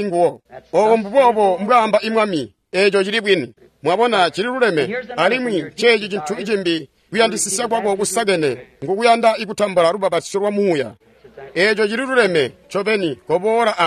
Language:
Tonga (Zambia)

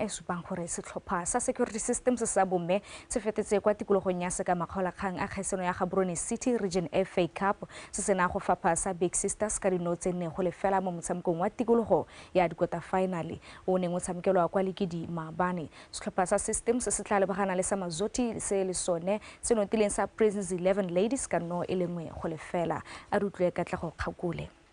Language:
Tswana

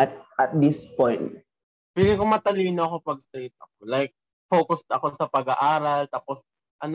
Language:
Filipino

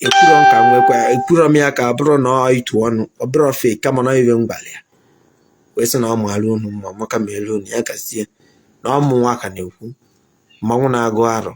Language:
Igbo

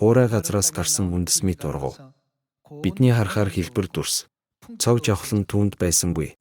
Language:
Mongolian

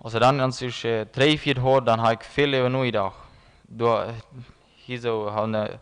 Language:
Plautdietsch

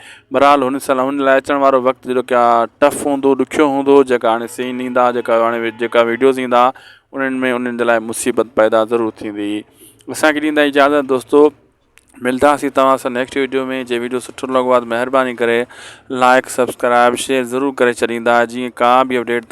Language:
Sindhi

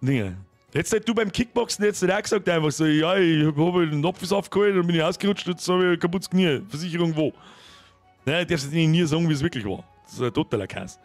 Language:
Bavarian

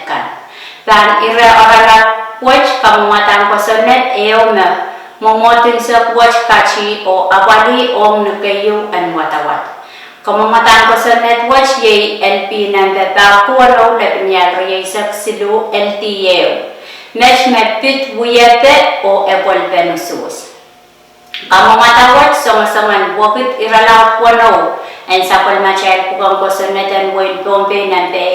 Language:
Pohnpeian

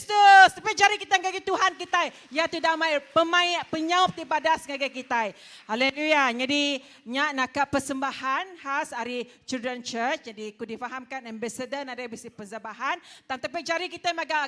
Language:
Iban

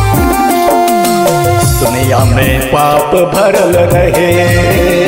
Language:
Bhojpuri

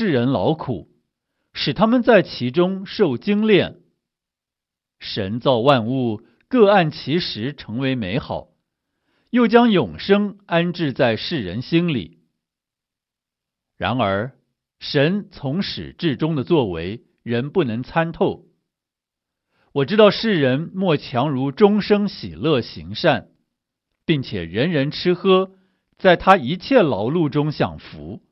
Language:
Chinese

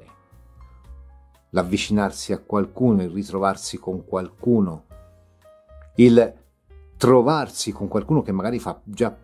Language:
Italian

